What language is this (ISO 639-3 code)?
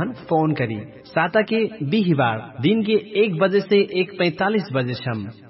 bho